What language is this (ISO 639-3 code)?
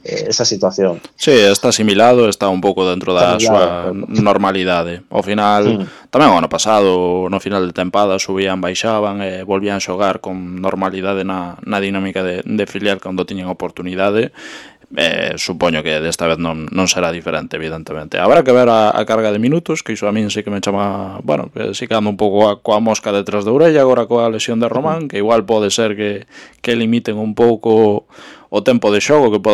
glg